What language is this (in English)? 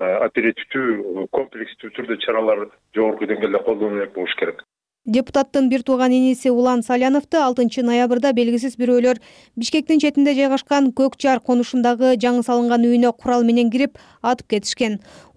Kyrgyz